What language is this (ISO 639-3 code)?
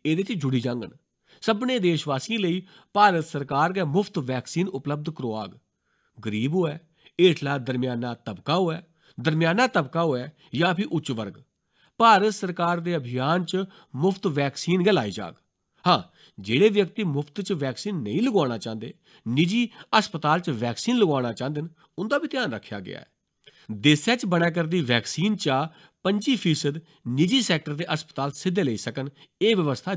doi